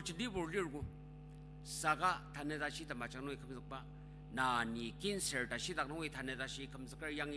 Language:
Ao Naga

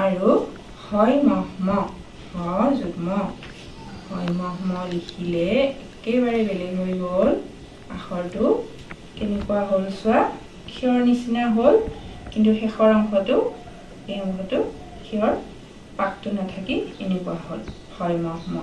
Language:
Assamese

